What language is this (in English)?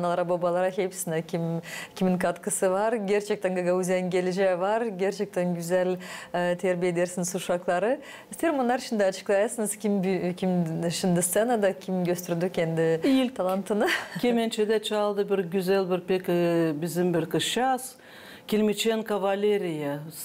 Gagauz